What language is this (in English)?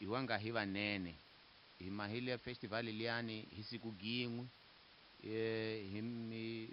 Tsonga